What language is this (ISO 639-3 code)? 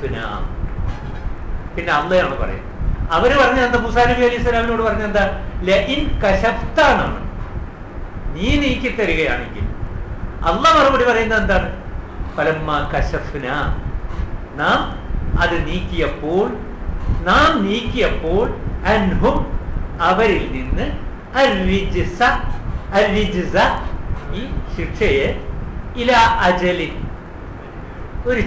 mal